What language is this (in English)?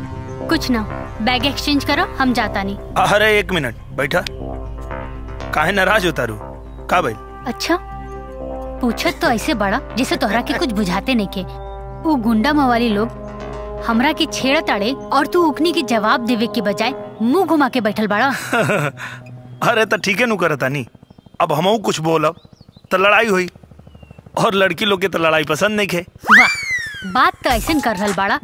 Bhojpuri